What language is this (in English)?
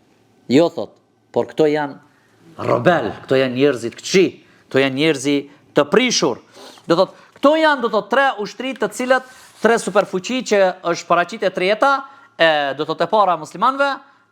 Albanian